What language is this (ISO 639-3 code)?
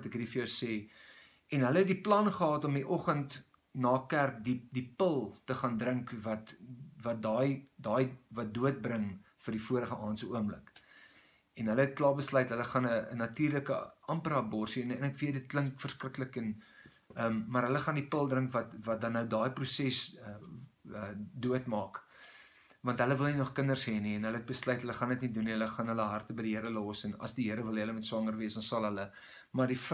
afr